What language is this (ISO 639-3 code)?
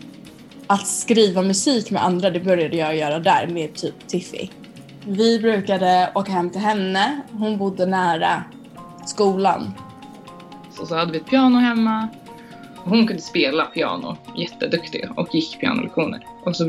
swe